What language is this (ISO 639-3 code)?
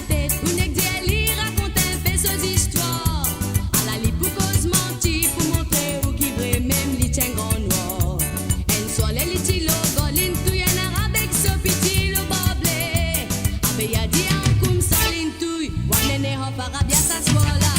mfe